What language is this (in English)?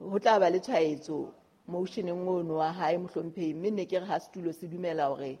Southern Sotho